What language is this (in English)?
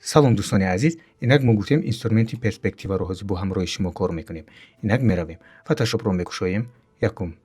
Tajik